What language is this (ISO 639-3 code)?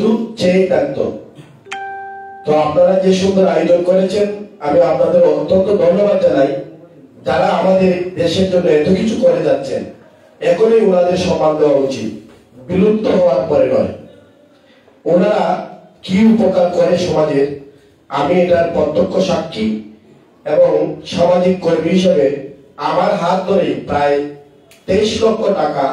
ben